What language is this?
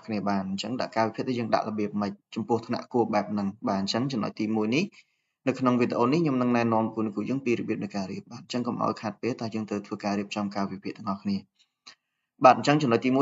Khmer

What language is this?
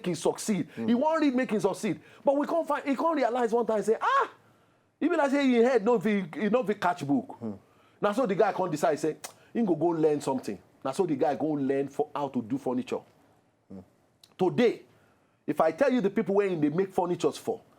Nigerian Pidgin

